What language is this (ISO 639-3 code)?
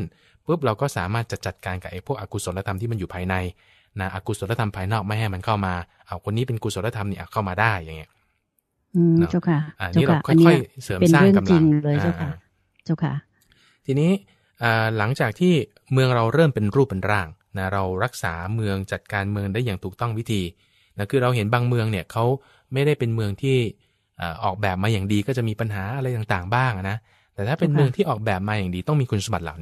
tha